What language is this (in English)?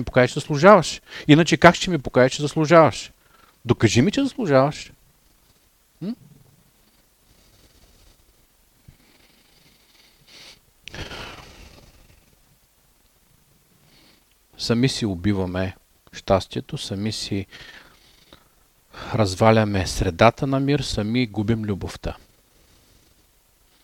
Bulgarian